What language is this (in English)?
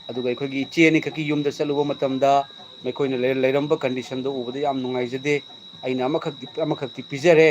Manipuri